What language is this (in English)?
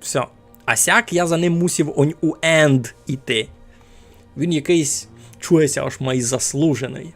Rusyn